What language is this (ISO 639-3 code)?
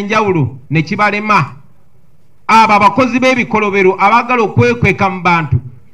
lug